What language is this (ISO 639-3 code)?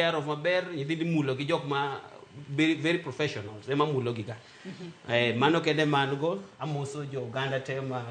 luo